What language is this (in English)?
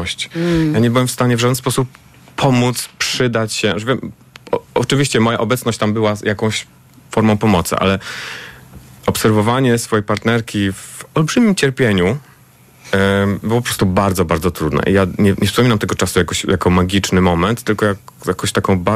Polish